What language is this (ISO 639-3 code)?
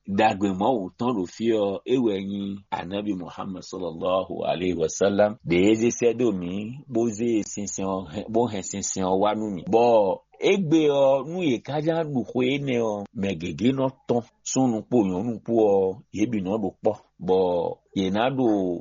fon